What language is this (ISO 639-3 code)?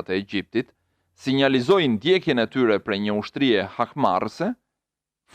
sqi